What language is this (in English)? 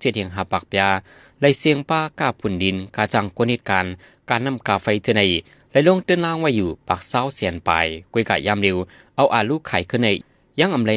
Shan